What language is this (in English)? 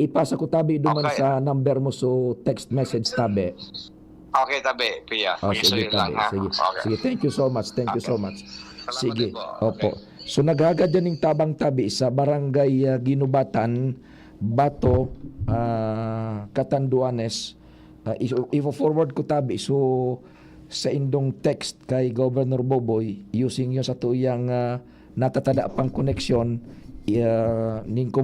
Bikol